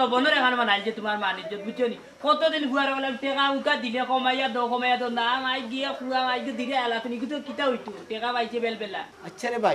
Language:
Sylheti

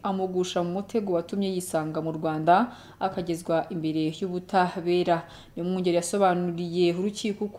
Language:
Kinyarwanda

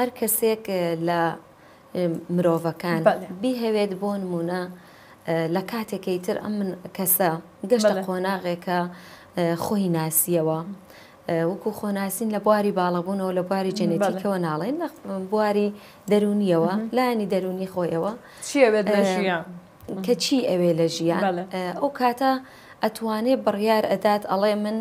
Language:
Central Kurdish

